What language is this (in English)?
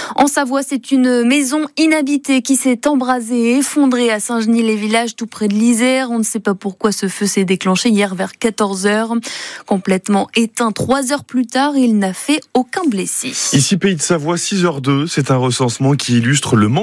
French